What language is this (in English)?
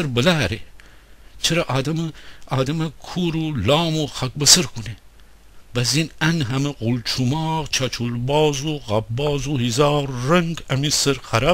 Gilaki